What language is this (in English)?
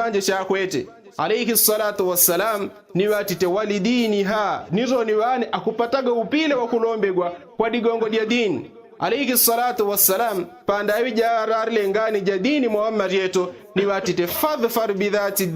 Yao